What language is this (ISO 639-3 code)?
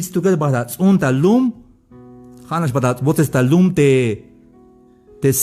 tzh